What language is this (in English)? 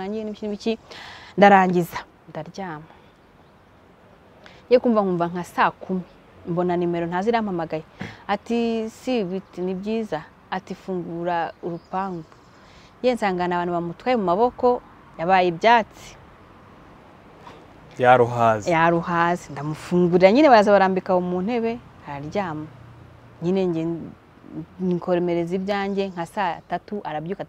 Kinyarwanda